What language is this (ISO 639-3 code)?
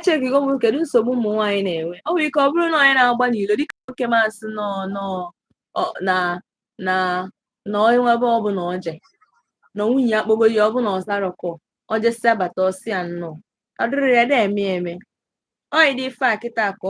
ibo